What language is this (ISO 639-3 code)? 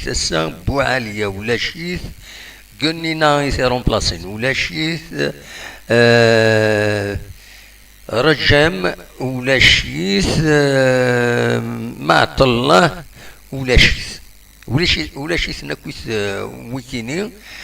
kab